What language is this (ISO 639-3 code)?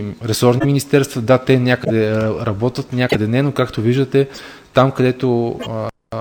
bul